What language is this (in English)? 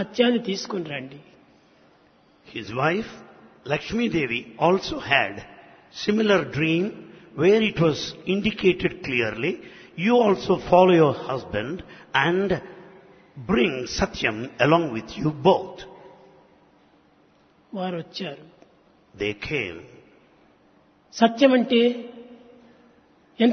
Telugu